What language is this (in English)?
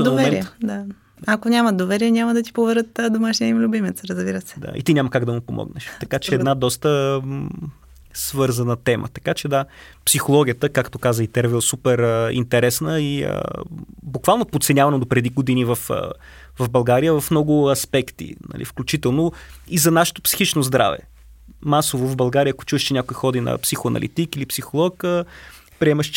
Bulgarian